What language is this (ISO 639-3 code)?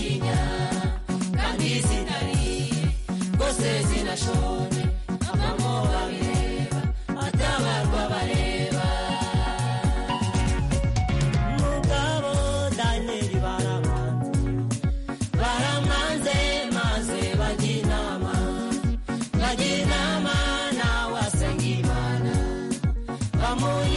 kin